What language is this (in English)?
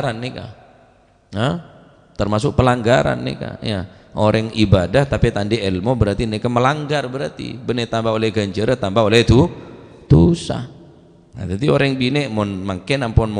Madurese